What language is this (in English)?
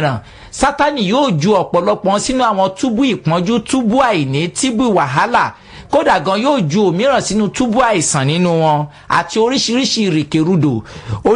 Yoruba